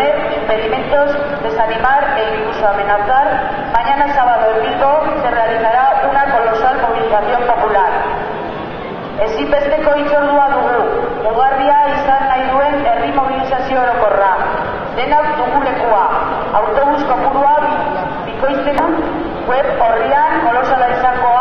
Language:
Basque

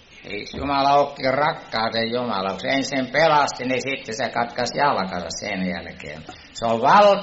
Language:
Finnish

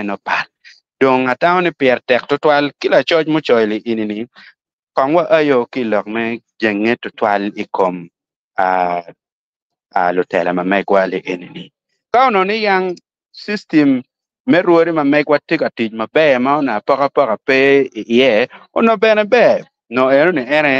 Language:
Acoli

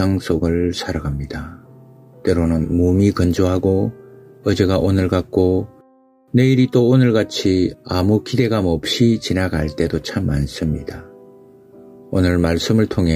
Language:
Korean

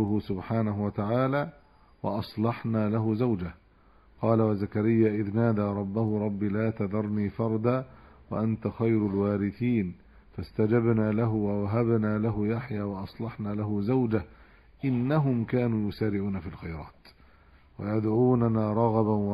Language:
Arabic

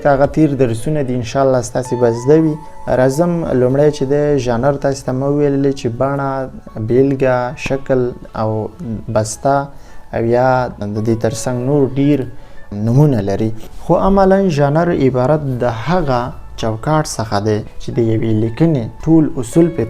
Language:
Pashto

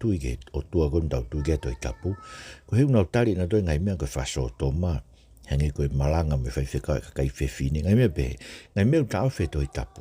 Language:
Tongan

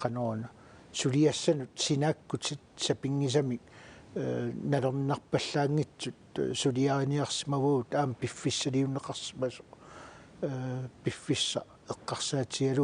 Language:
Kalaallisut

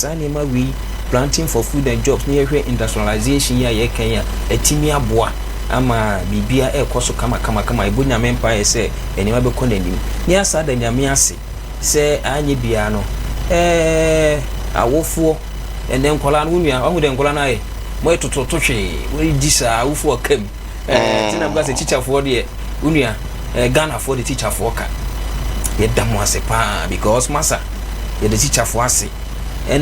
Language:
Akan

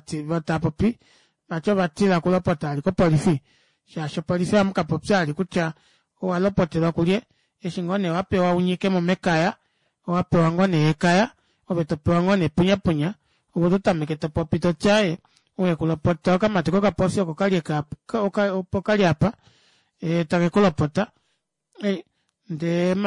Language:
Kuanyama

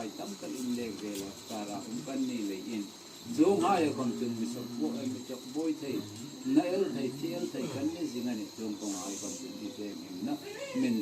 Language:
Hmar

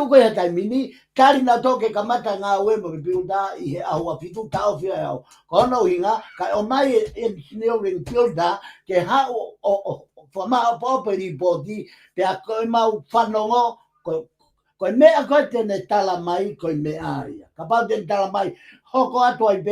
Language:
Tongan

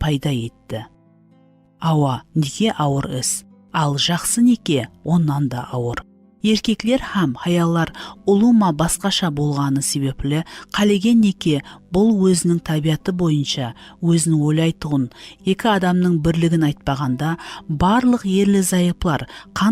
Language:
Kara-Kalpak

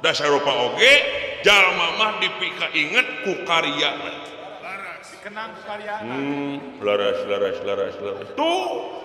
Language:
Sundanese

